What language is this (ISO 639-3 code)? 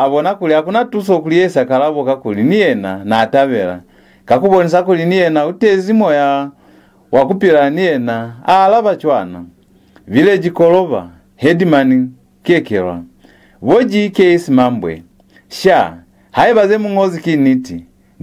loz